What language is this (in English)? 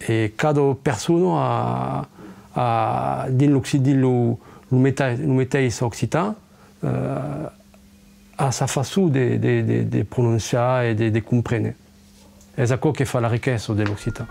Occitan